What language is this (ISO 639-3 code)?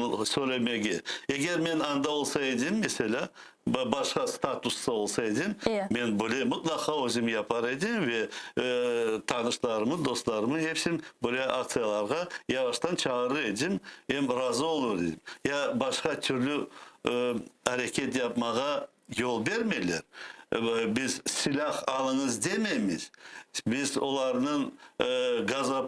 crh